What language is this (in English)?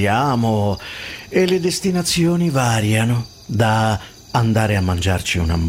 Italian